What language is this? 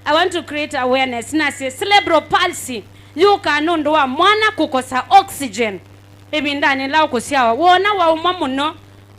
Kamba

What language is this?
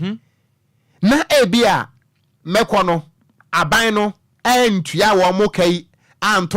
Akan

